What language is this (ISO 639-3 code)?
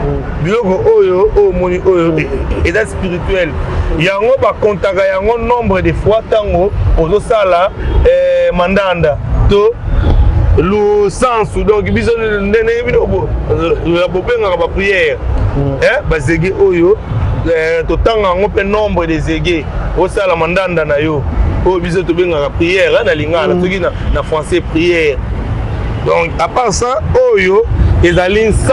lin